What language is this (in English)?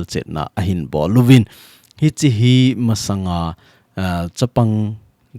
Thado Chin